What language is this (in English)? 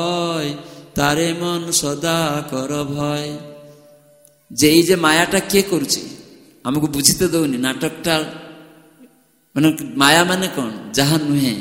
Odia